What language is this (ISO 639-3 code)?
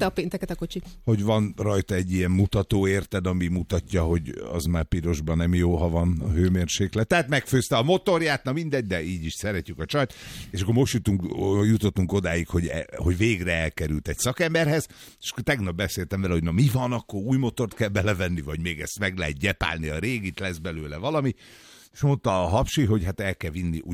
hun